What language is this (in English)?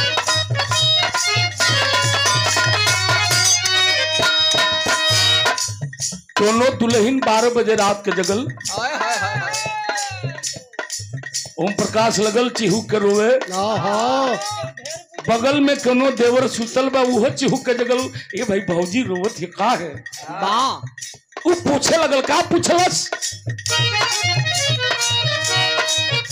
Bhojpuri